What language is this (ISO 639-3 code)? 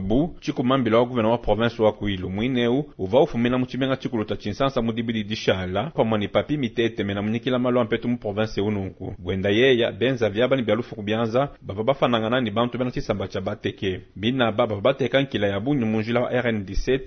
lua